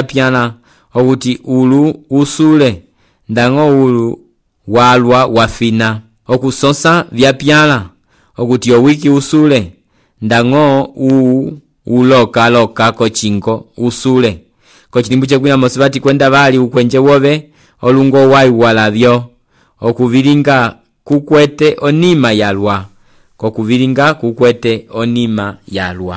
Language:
Umbundu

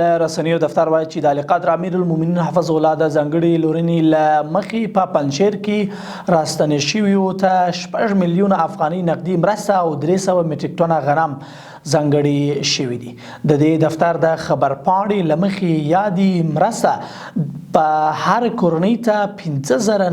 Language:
Pashto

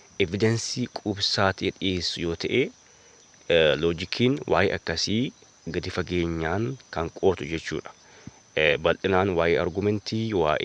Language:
Oromo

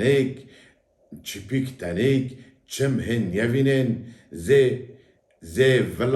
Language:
Zaza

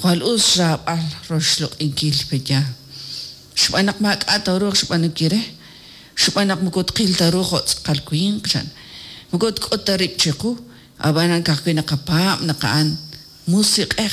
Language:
Kekchí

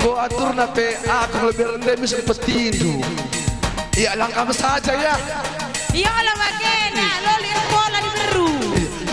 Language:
Batak Karo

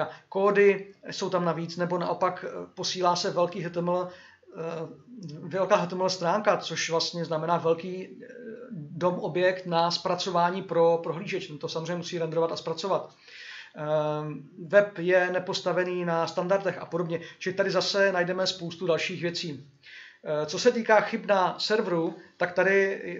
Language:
Czech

